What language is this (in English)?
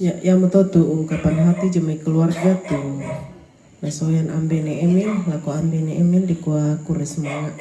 Toraja-Sa'dan